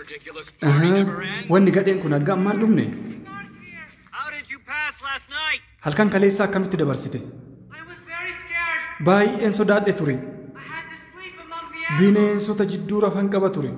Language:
Oromo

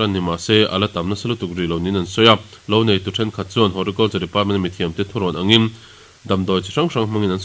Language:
Mizo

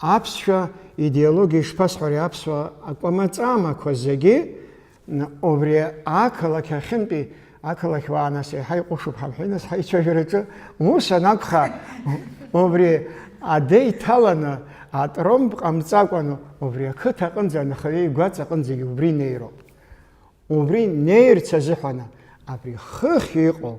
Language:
Abkhazian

